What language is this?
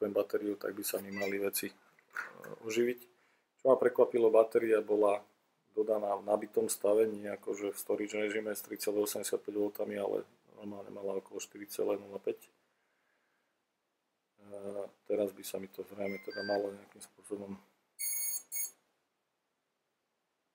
Slovak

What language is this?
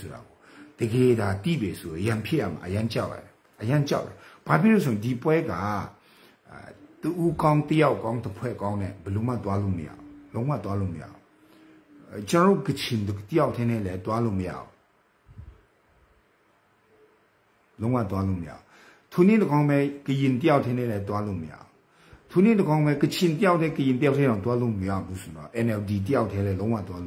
Burmese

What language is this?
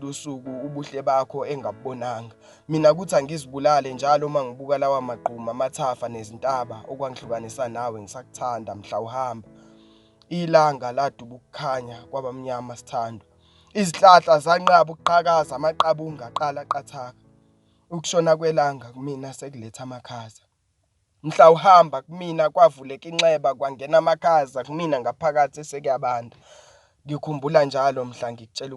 Zulu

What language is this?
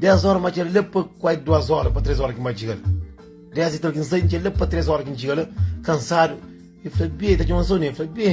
Kabuverdianu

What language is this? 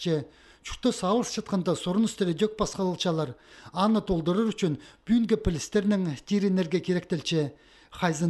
Khakas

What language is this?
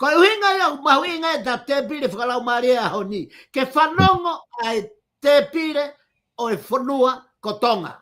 Tongan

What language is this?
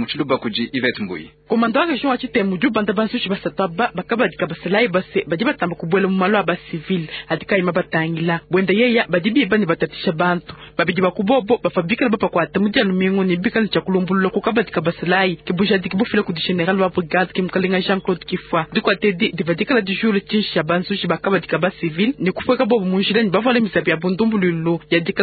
Luba-Lulua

